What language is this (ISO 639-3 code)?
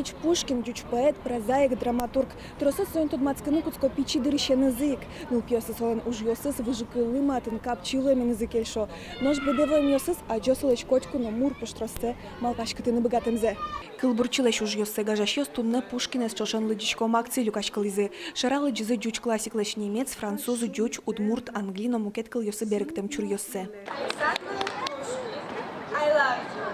udm